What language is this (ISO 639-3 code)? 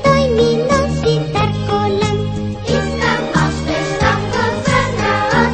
bul